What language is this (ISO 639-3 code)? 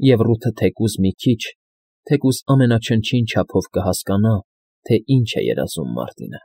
hye